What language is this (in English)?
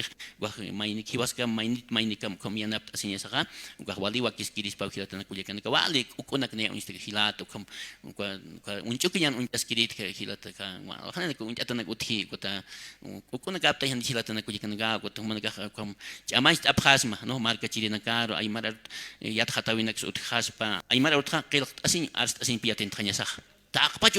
Aymara